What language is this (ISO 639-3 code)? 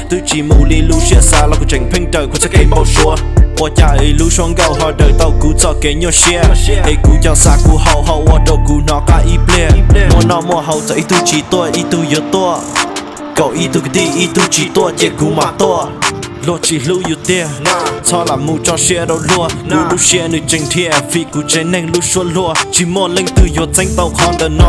hmn